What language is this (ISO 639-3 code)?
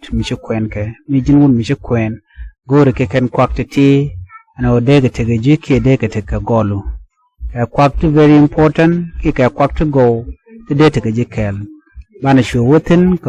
nus